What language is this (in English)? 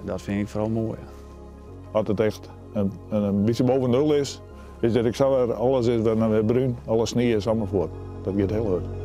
Western Frisian